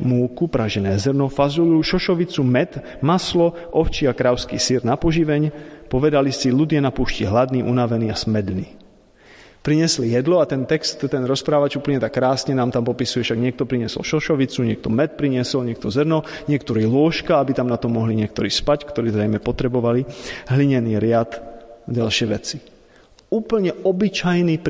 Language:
Slovak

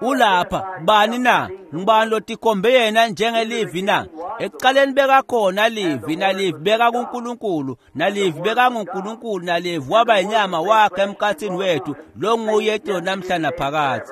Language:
Swati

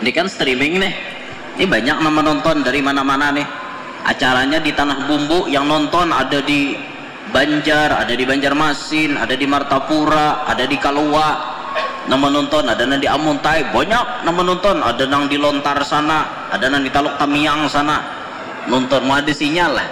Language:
Banjar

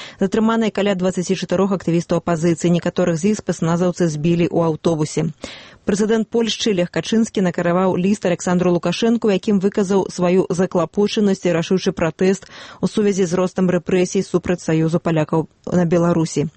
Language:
Belarusian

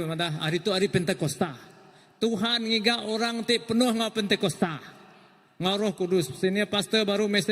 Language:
Iban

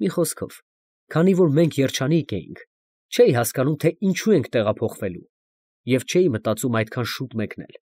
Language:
Armenian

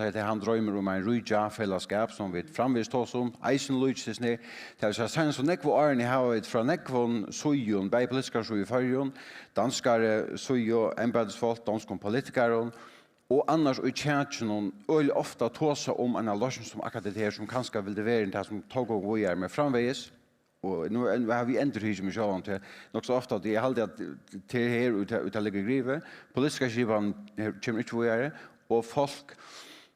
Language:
Faroese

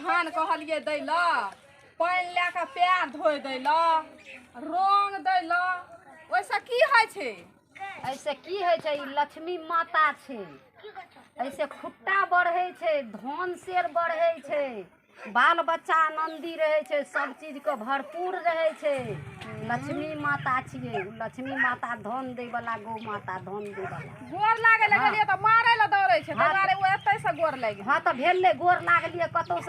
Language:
Maithili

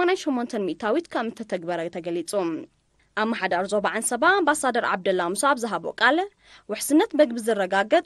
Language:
Tigrinya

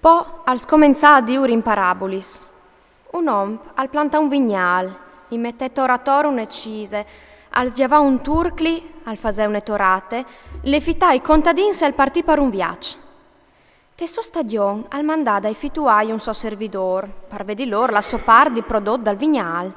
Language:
Friulian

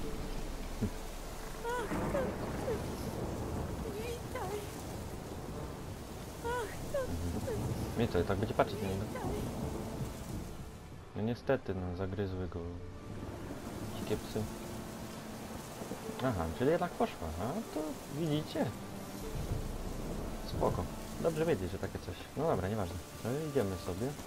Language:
Polish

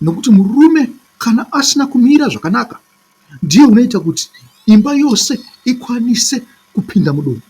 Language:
Shona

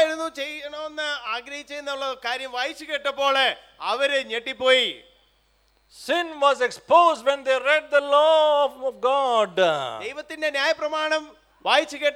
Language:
Malayalam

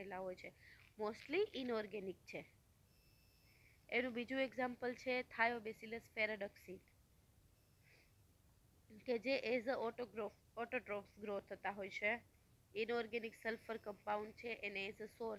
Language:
Gujarati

